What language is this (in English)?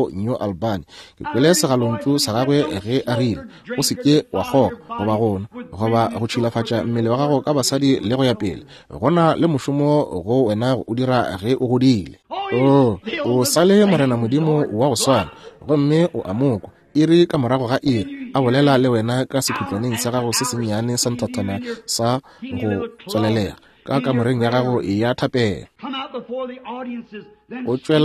Northern Sotho